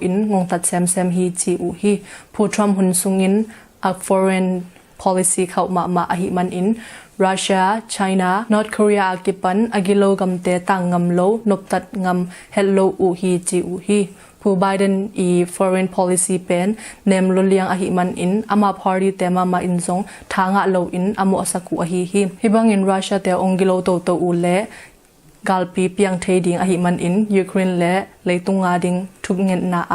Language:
Tedim Chin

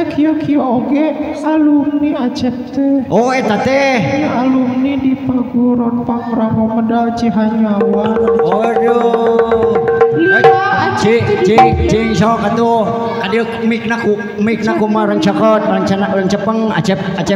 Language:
Sundanese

